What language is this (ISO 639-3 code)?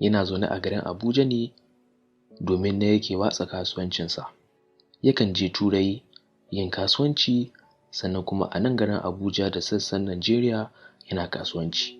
hau